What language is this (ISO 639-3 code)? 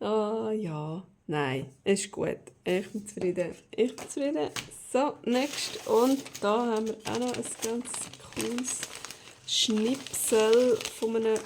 gsw